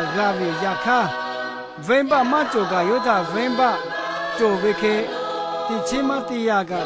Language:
Lahu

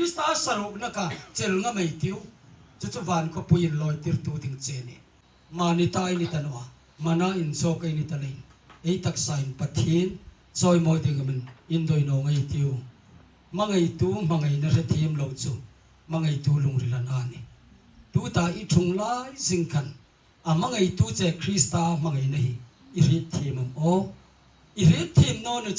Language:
Hmar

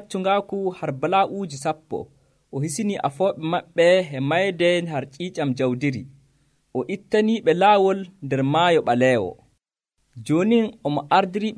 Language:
Nigerian Fulfulde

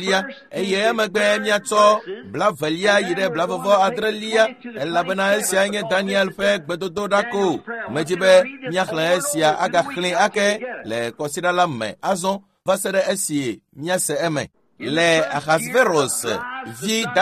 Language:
Ewe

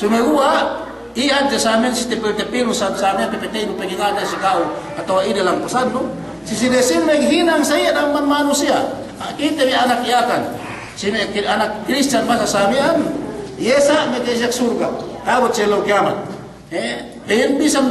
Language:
Yakan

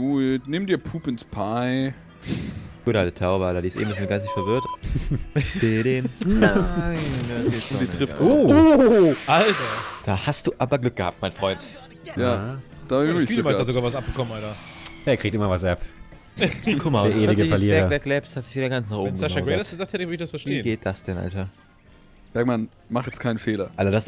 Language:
German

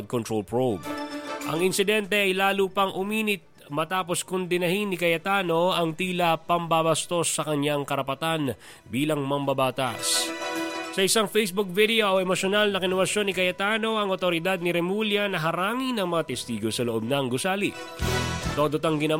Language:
Filipino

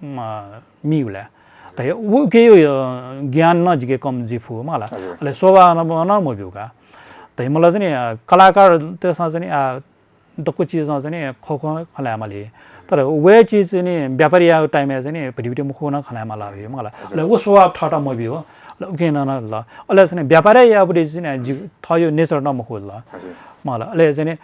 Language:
Newari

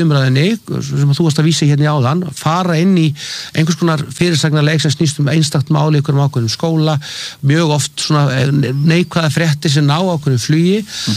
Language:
Icelandic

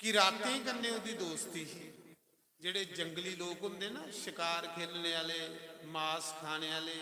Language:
Dogri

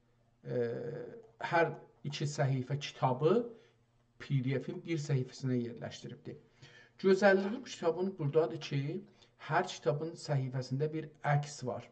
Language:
South Azerbaijani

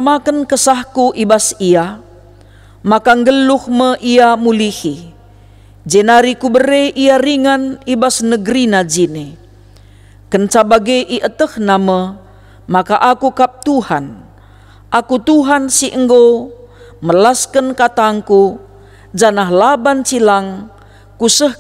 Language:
Batak Karo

